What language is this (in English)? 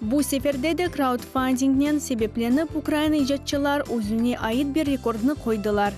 Crimean Tatar